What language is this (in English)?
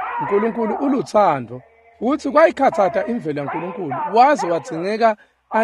Swati